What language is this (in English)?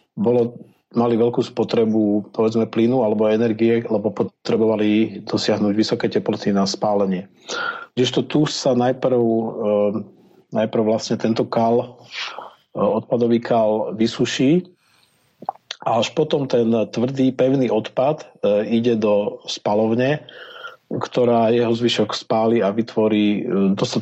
Slovak